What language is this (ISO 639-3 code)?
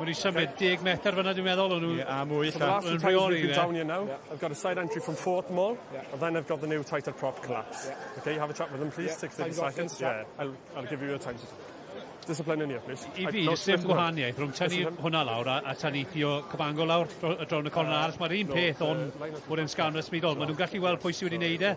cym